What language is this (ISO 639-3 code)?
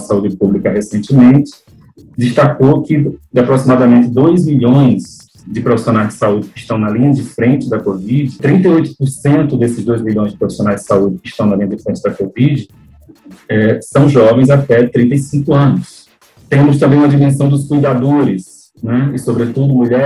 por